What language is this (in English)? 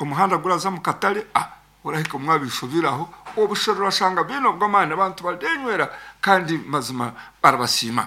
Nyankole